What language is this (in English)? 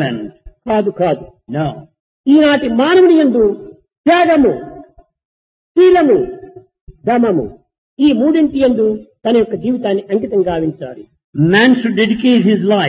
Telugu